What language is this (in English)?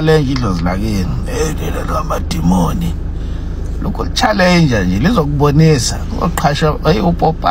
Zulu